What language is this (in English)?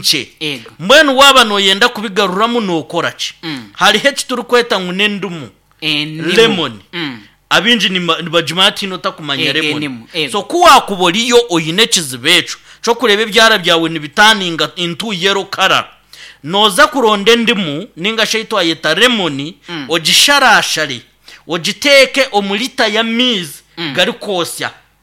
Nyankole